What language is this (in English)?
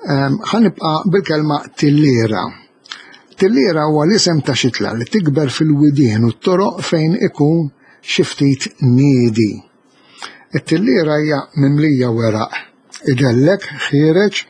Maltese